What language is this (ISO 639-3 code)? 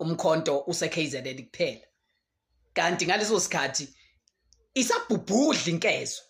zul